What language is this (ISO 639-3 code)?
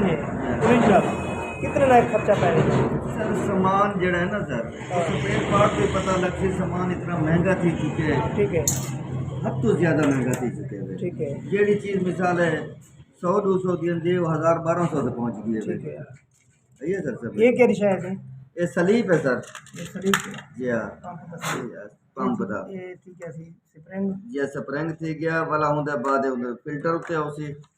skr